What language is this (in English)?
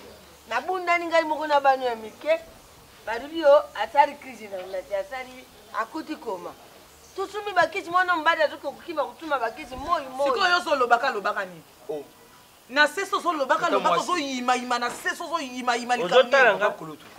Lingala